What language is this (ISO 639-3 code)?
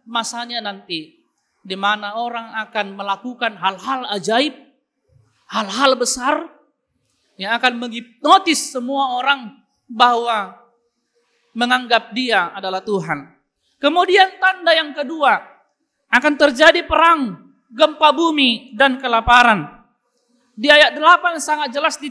ind